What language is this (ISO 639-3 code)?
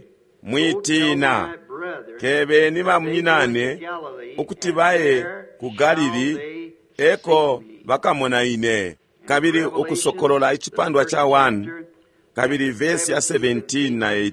bem